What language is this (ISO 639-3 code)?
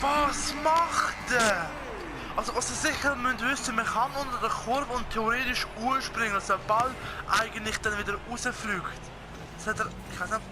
gsw